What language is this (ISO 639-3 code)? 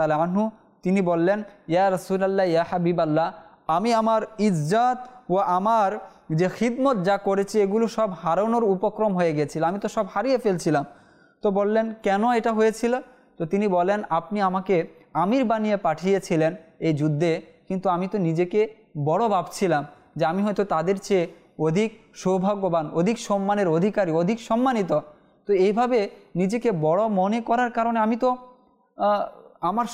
ben